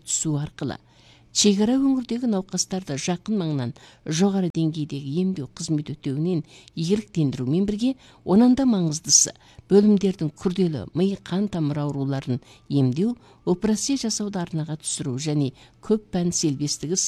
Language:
Kazakh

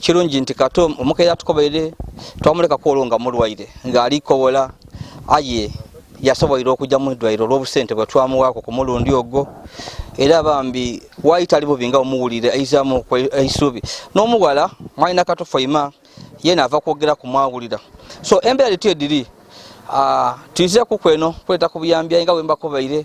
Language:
Ganda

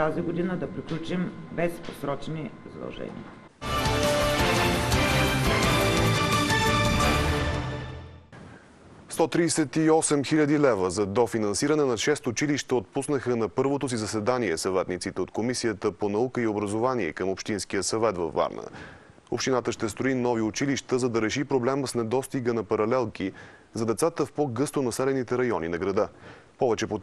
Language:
Bulgarian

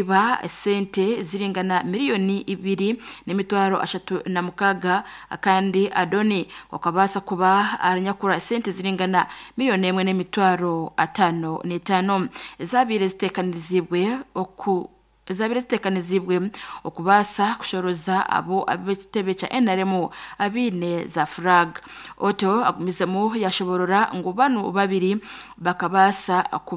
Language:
Nyankole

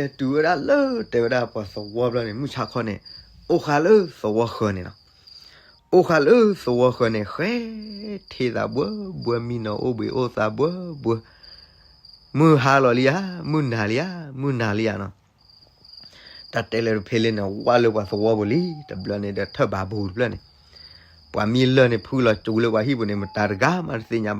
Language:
S'gaw Karen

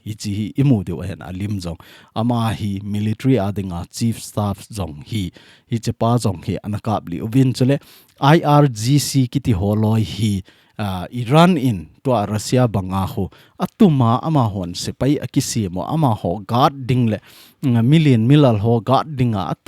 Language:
Thado Chin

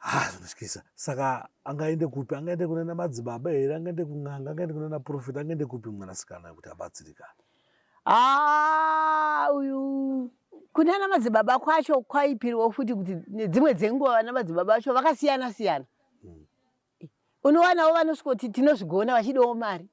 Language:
Shona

